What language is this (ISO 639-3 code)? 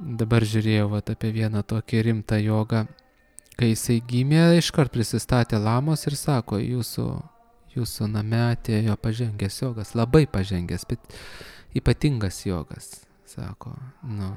lit